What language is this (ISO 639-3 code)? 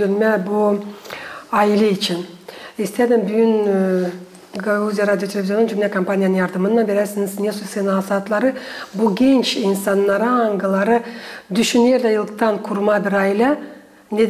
gag